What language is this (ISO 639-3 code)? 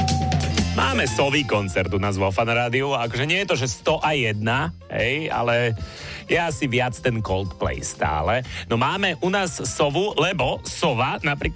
slk